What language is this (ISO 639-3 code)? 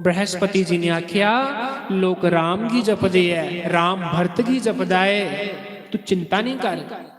doi